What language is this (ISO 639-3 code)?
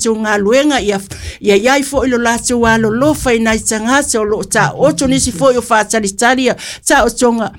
smo